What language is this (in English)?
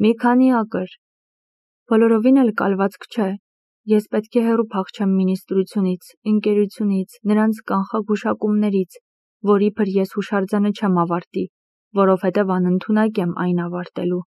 Armenian